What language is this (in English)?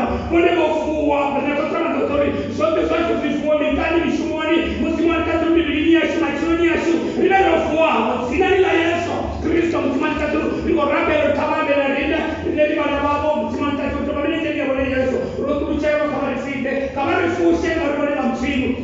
Venda